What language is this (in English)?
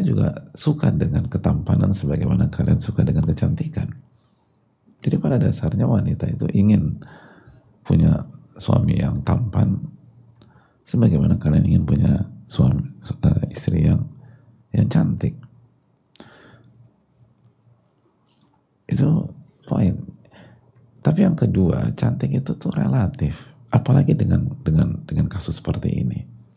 Indonesian